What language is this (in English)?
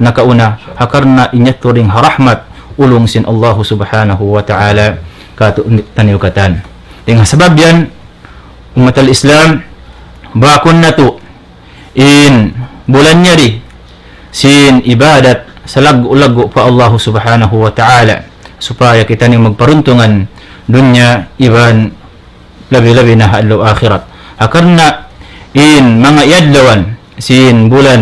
Tausug